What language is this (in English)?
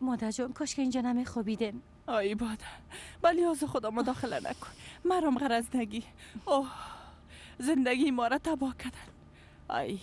Persian